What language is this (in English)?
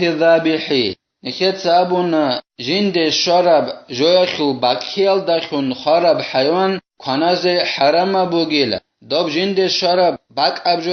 Avaric